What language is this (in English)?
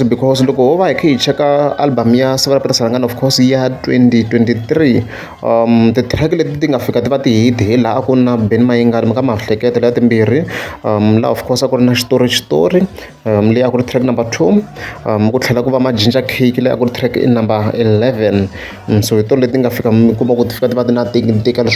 Tsonga